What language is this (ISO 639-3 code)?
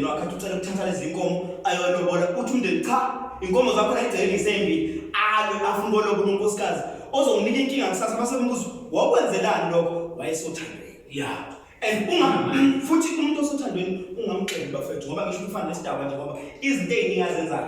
zul